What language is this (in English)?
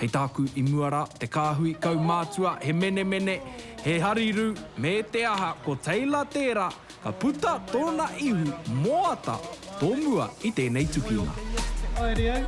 Māori